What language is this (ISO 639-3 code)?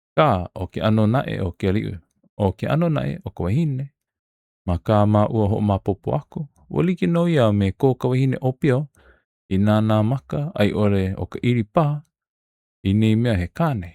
haw